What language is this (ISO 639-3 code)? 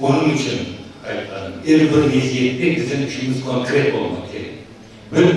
crh